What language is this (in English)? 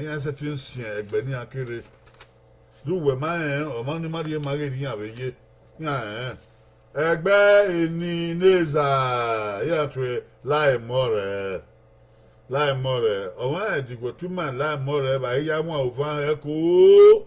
Bini